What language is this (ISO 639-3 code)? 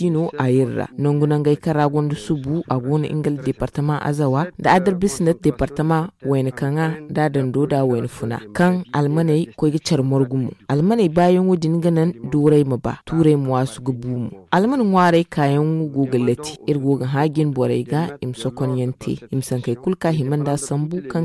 dje